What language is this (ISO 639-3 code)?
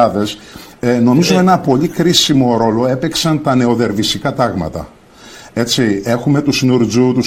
ell